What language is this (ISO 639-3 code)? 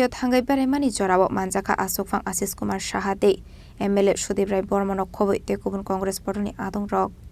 trp